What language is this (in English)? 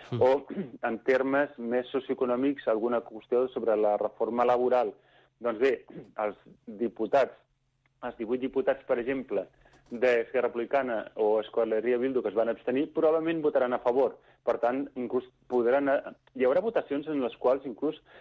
Catalan